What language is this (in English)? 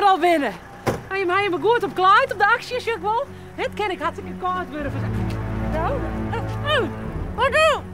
Western Frisian